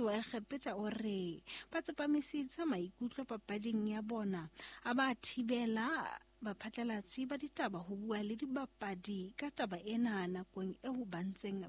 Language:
Southern Sotho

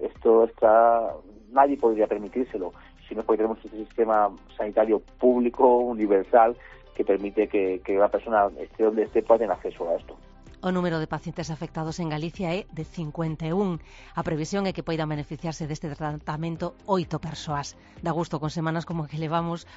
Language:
Galician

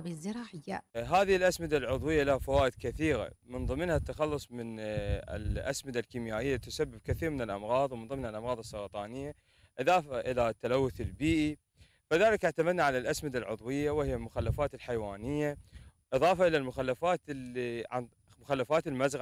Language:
Arabic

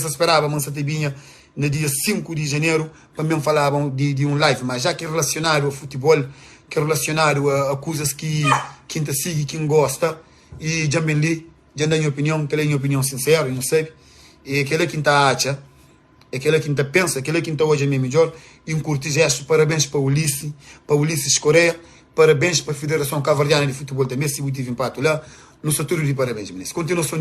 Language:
Kabuverdianu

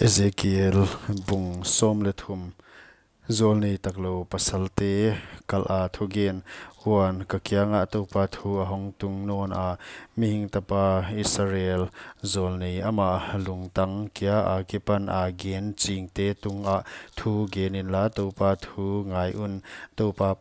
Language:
Paite Chin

